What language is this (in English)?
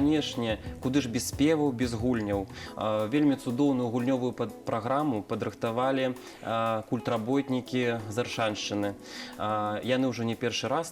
Belarusian